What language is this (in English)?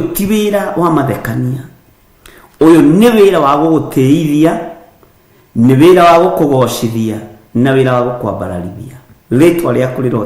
Kikuyu